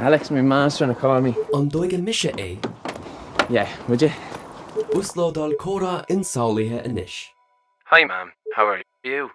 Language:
Irish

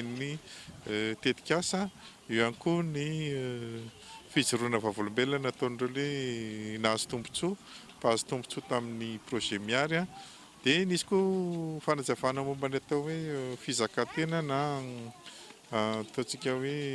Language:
Malagasy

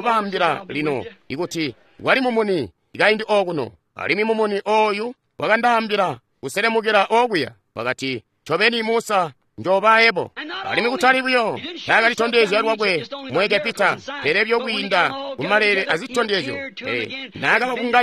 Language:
Tonga (Zambia)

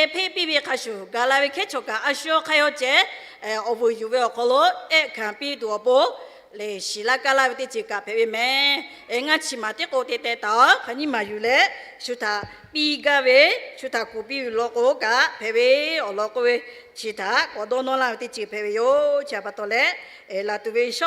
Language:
Lahu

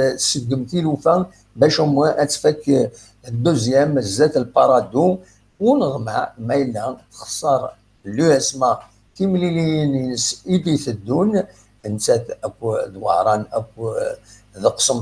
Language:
Kabyle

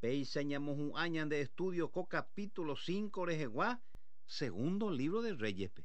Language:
Guarani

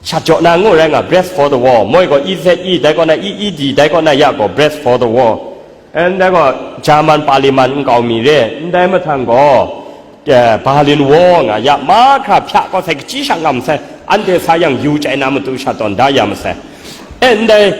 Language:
Kachin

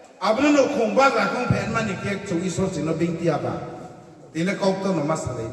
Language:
Riang (India)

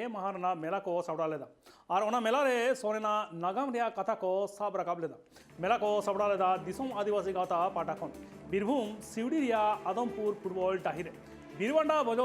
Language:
Santali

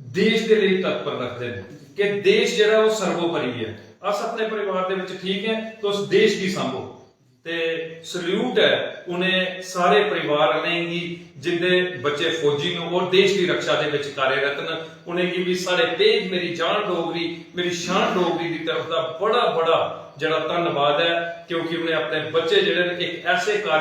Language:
Dogri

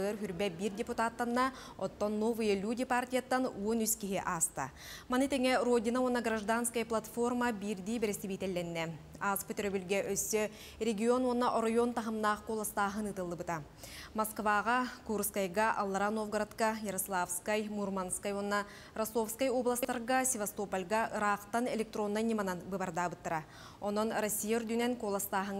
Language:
Yakut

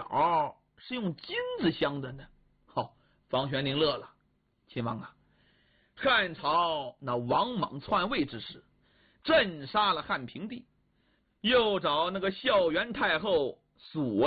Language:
Chinese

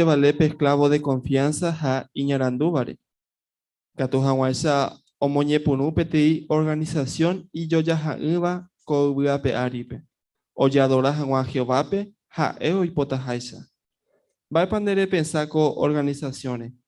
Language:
Guarani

